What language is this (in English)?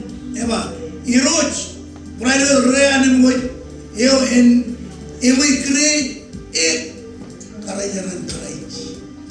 Marshallese